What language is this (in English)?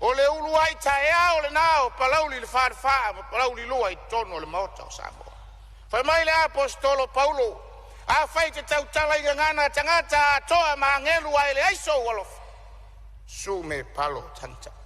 Samoan